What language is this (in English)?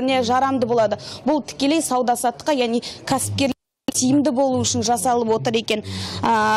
Kazakh